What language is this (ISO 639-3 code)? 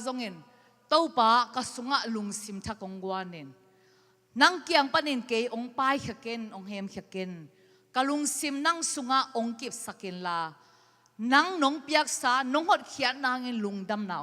ctd